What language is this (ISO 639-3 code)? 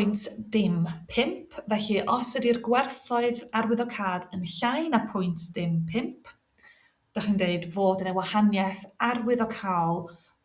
cym